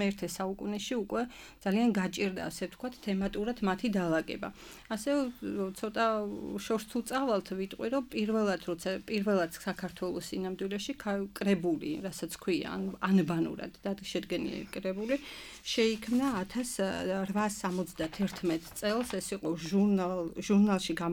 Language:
Georgian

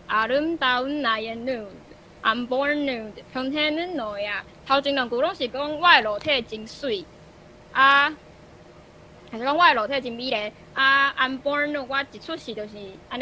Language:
Min Nan Chinese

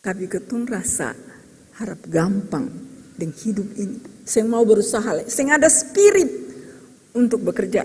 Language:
Ambonese Malay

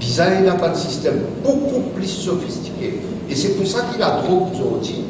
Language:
Morisyen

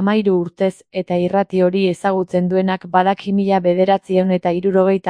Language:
Basque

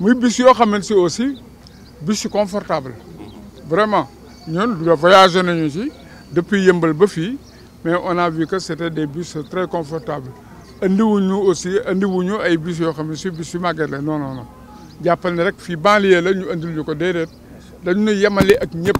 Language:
Wolof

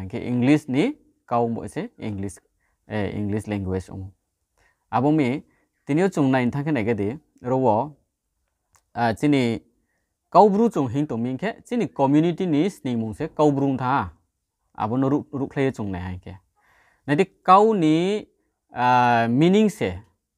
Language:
Riang (India)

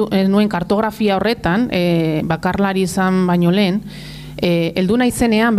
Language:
Basque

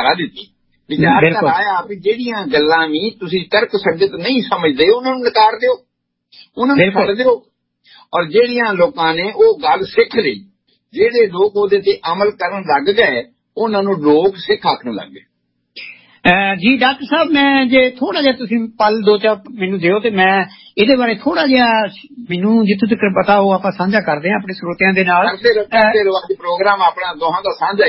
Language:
Punjabi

